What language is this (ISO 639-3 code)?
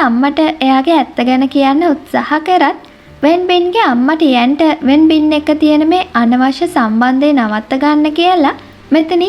sin